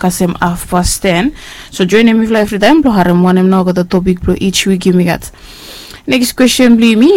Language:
Bislama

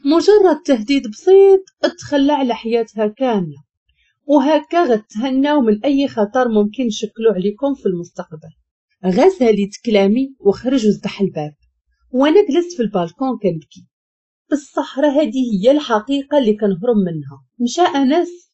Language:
Moroccan Arabic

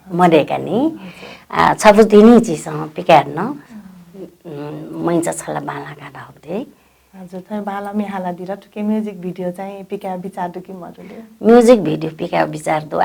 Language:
Newari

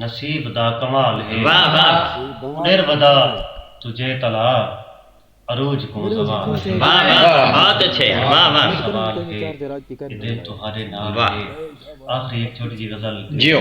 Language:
Saraiki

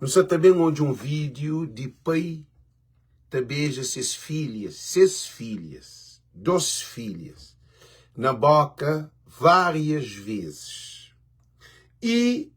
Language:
Kabuverdianu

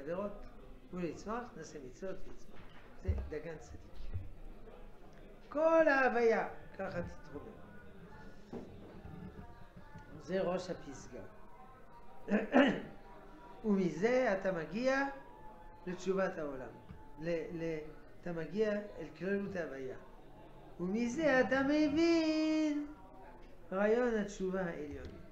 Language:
Hebrew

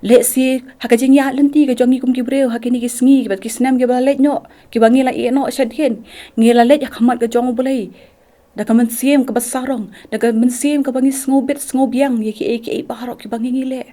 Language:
Khasi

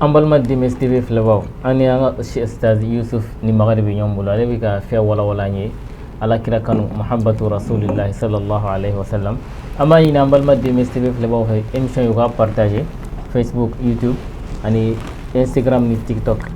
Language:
Bambara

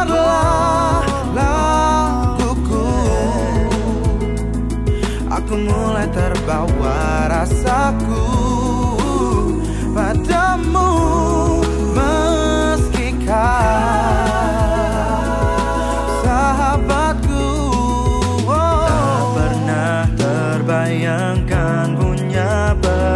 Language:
Indonesian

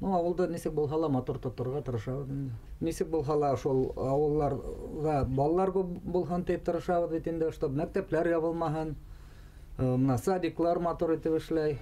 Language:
Bashkir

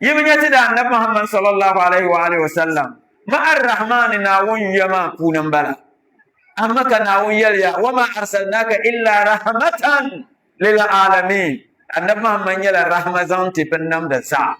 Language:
Dagbani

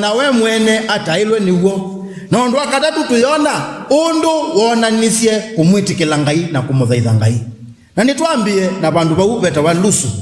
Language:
Kamba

